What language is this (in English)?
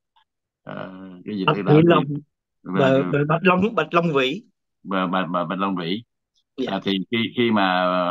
Vietnamese